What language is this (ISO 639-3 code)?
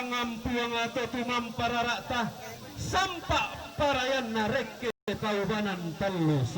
sda